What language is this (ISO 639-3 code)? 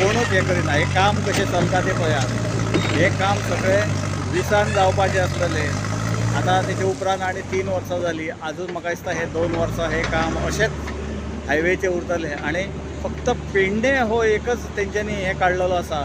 kok